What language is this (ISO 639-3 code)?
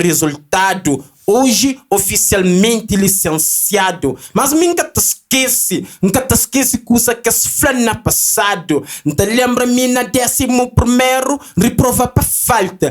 kea